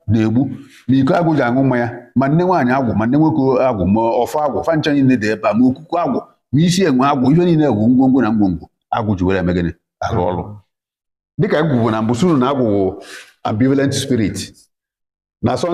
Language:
Igbo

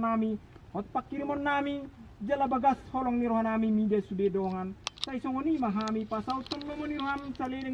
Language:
Batak Toba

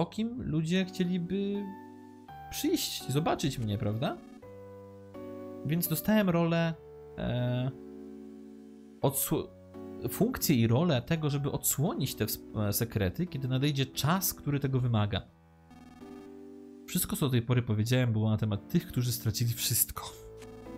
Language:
Polish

